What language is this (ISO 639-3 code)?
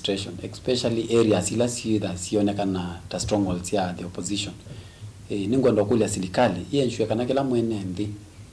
kam